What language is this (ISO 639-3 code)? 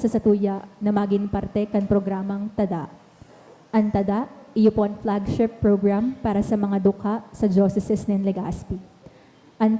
bik